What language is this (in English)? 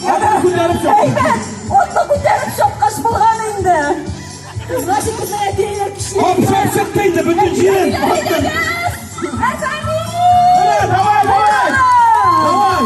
Tatar